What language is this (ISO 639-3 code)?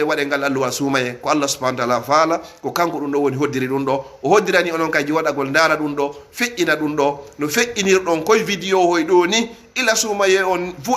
ful